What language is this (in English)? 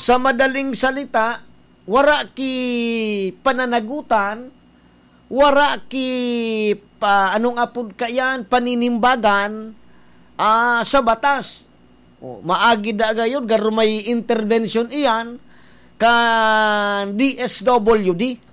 Bikol